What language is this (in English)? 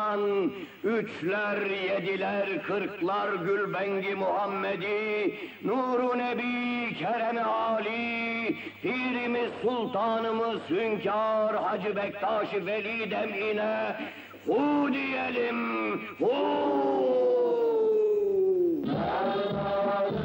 Turkish